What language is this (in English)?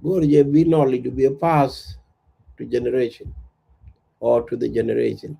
Nuer